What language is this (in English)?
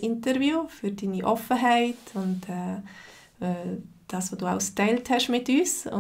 Swiss German